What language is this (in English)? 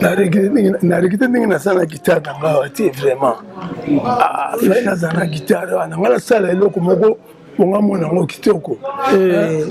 Lingala